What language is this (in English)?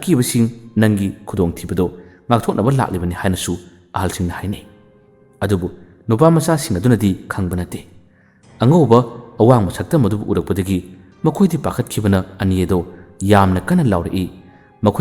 Manipuri